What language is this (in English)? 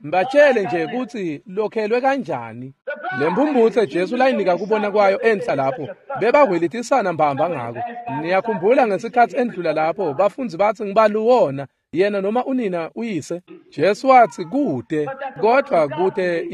Swati